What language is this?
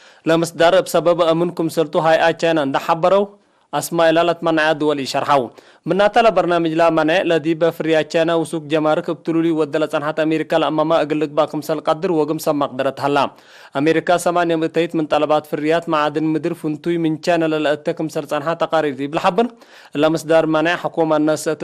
Tigre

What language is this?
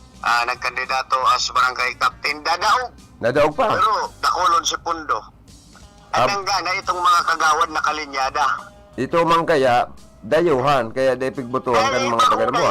Bikol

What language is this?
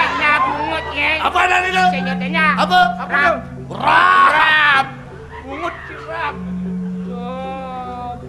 Balinese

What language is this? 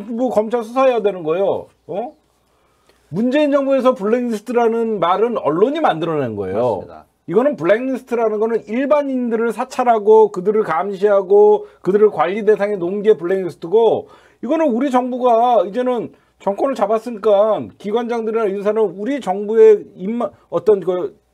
Korean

